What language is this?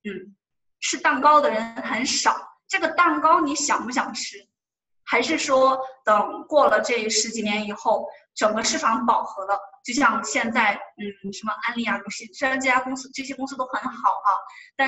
Chinese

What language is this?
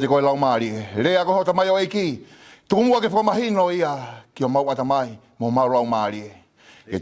Tongan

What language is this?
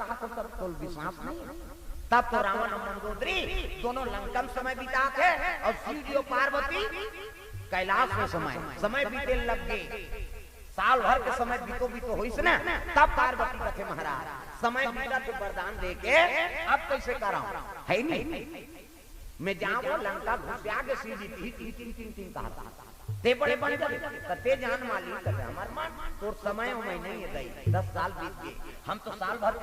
Chhattisgarhi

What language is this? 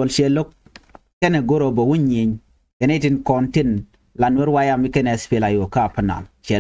Nuer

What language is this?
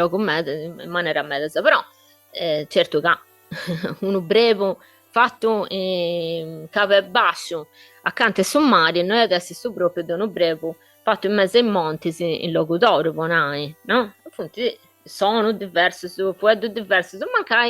Sardinian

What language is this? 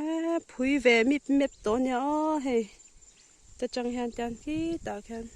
Mizo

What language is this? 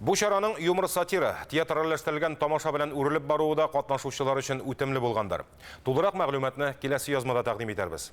Tatar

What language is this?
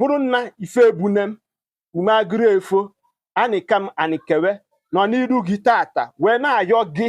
Igbo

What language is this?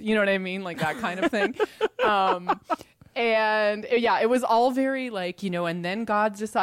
English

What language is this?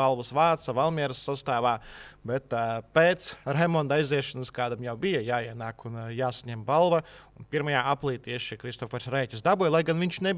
Latvian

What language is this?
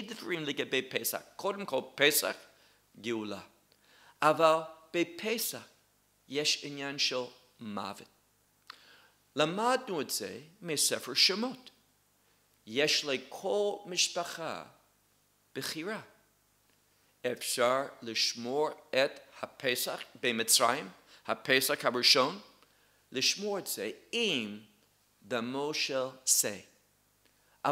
Hebrew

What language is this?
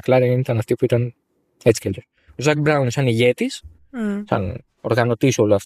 Greek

